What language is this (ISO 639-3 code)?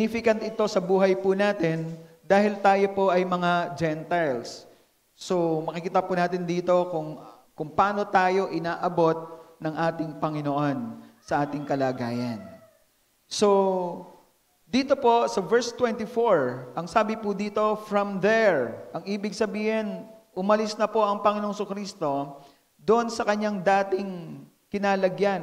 fil